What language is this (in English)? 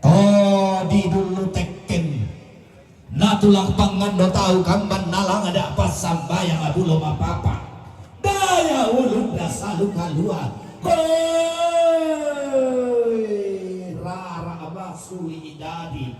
Toraja-Sa'dan